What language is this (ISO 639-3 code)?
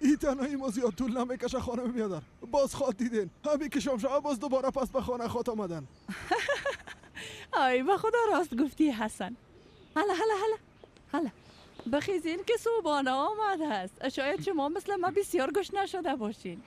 fas